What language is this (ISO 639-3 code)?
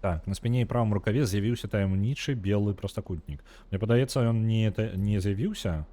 bel